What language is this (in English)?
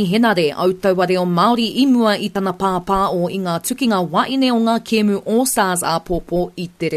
Māori